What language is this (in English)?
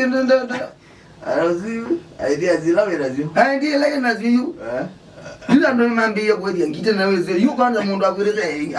Kamba